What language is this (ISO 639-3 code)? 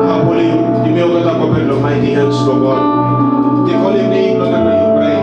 tpi